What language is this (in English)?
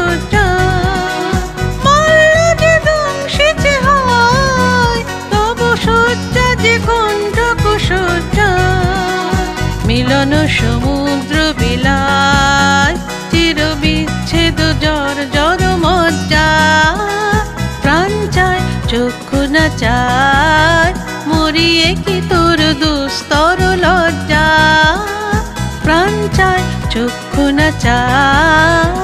Bangla